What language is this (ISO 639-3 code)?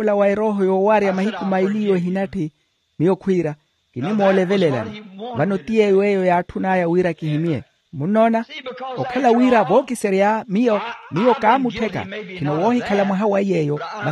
vmw